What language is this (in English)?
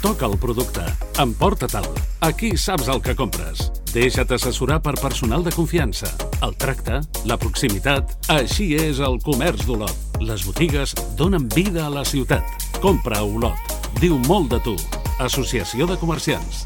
Catalan